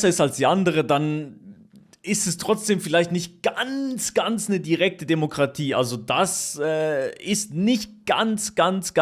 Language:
Swiss German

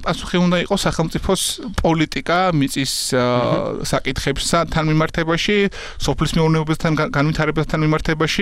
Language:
Georgian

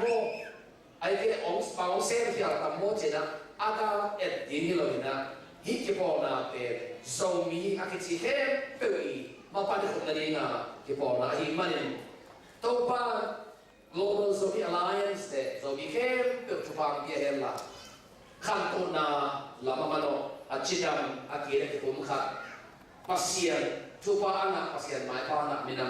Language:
Tedim Chin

